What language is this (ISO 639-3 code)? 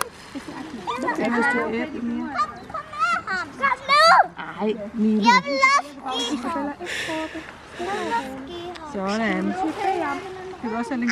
dan